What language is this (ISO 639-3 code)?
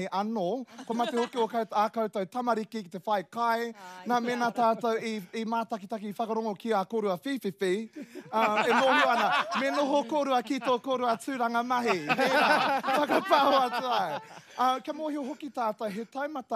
mri